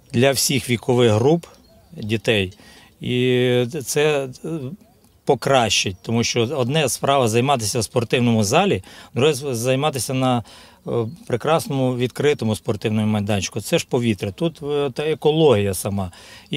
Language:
Ukrainian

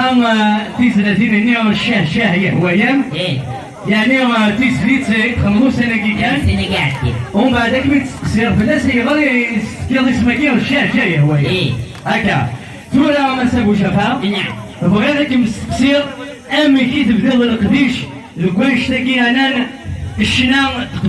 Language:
Kabyle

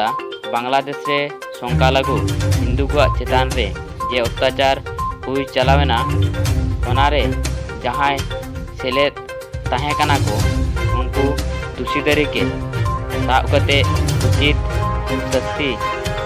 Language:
Santali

